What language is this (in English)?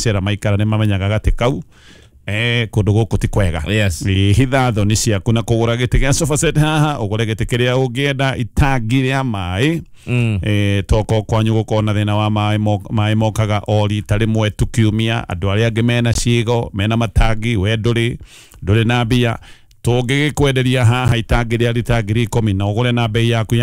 Kikuyu